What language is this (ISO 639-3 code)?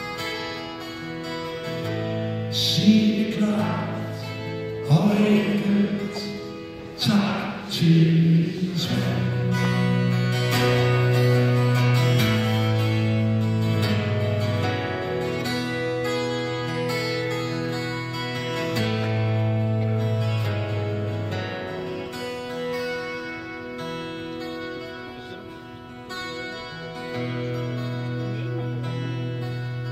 dan